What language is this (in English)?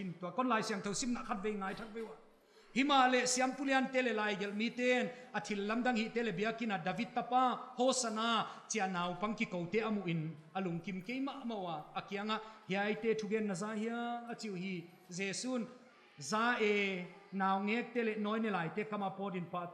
Paite Chin